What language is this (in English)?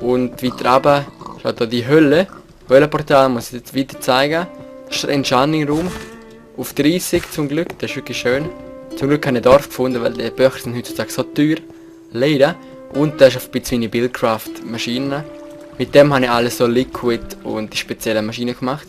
Swiss German